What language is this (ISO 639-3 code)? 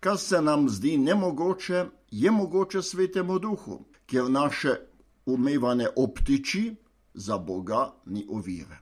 slv